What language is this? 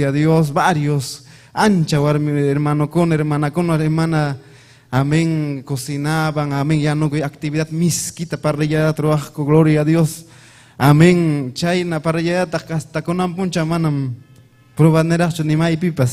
Ayacucho Quechua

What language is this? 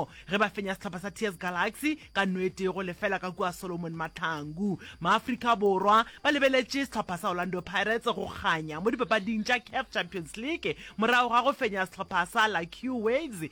Northern Sotho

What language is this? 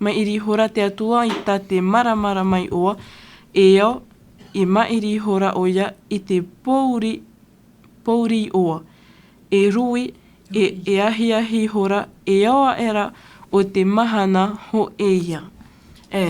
Tahitian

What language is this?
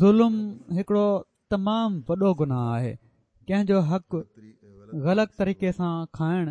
Sindhi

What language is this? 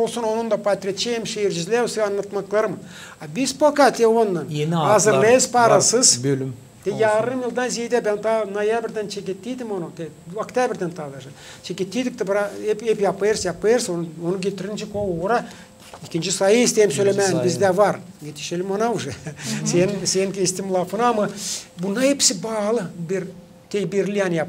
Gagauz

